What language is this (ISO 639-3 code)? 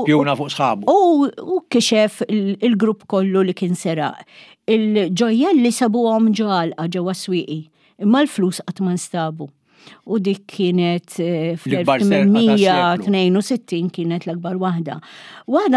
mlt